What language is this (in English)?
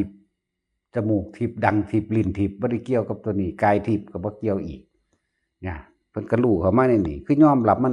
Northeastern Thai